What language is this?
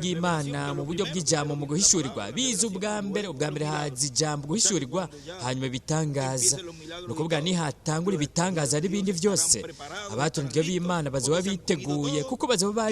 Rundi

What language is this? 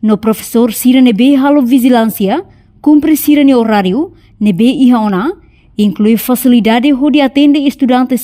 Tetum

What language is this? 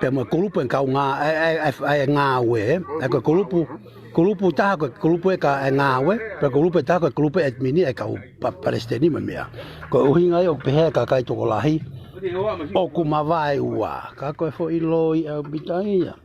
Tongan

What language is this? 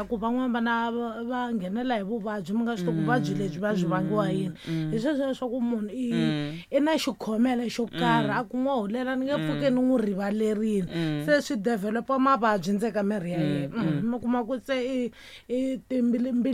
Tsonga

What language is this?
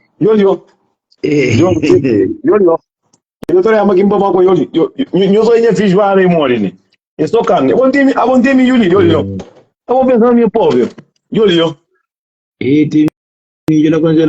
Kabuverdianu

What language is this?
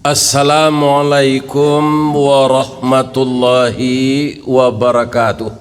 Minangkabau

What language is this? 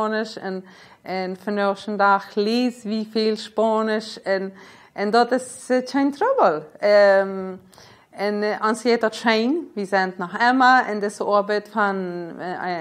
Plautdietsch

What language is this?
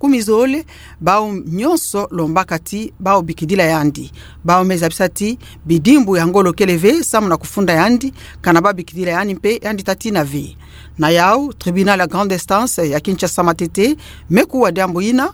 Kituba (Democratic Republic of Congo)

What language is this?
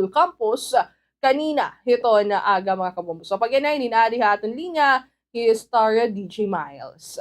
Waray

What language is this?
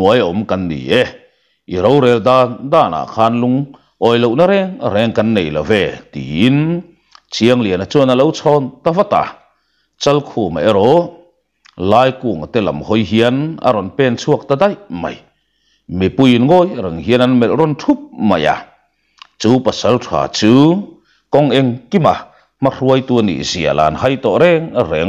Mizo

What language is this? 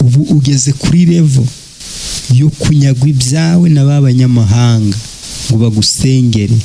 Kinyarwanda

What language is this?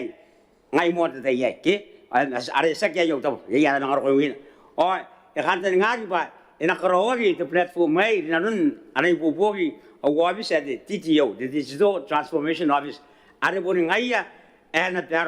Gilbertese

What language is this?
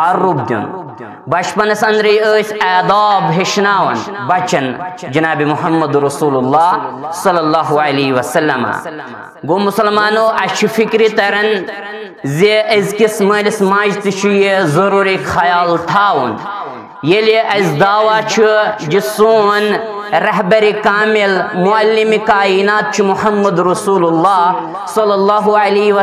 Kashmiri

